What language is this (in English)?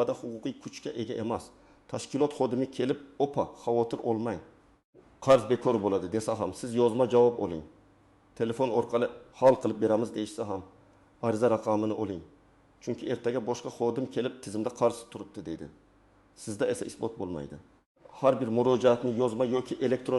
Uzbek